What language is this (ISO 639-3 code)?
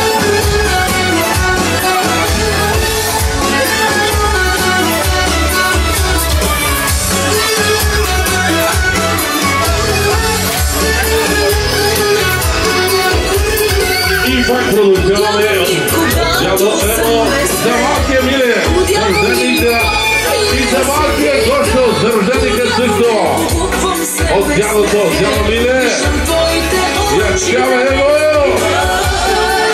bul